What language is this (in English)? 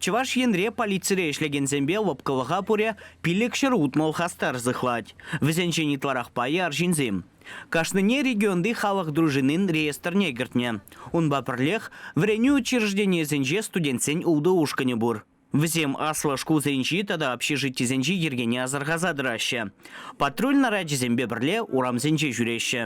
Chuvash